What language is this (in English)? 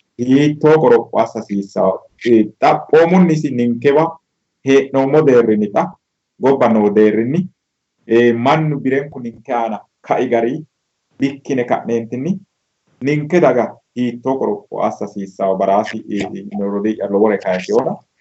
Sidamo